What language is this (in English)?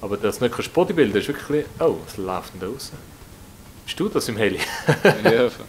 Swiss German